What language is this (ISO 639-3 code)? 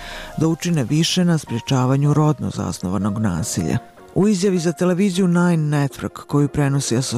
bos